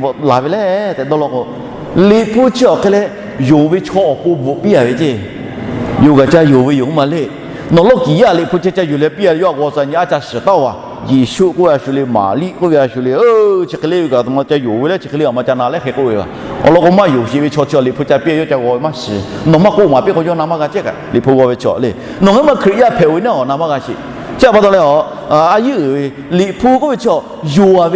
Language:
Lahu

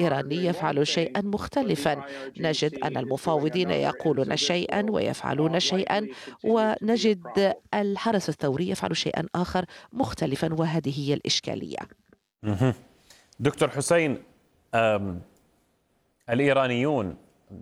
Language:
Arabic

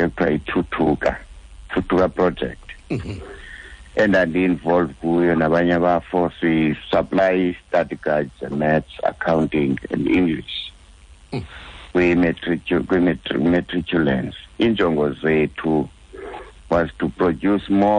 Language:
Xhosa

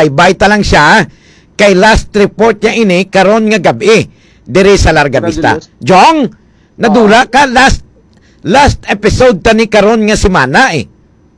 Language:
Hiligaynon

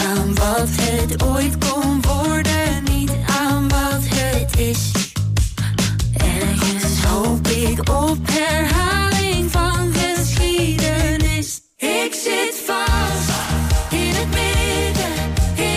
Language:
Dutch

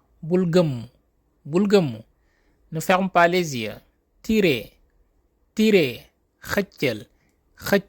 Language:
Wolof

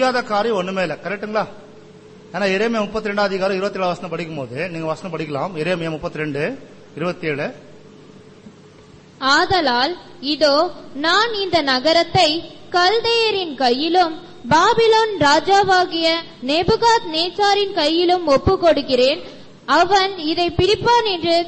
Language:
Tamil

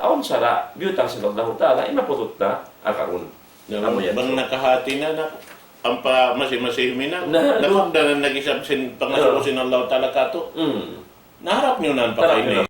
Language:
Tausug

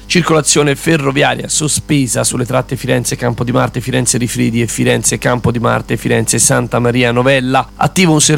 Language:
Italian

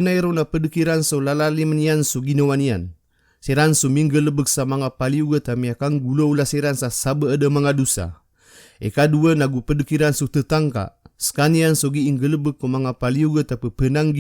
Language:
Maranao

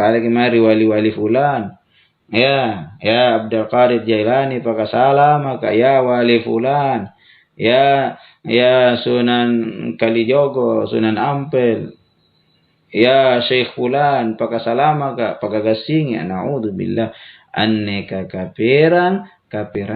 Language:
Makasar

